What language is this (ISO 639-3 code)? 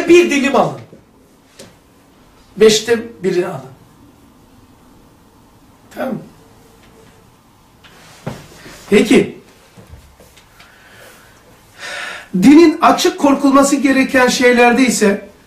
tur